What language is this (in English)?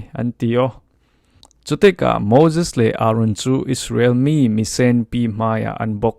Falam Chin